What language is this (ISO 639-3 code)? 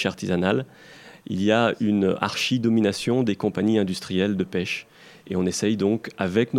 fra